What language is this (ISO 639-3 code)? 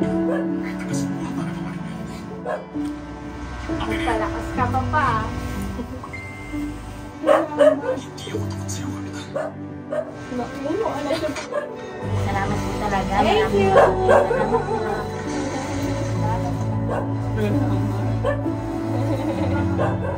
fil